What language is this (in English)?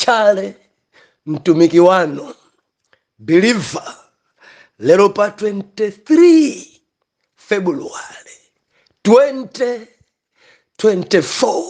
Nyanja